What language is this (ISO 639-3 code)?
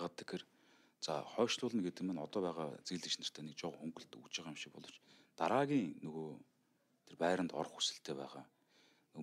mon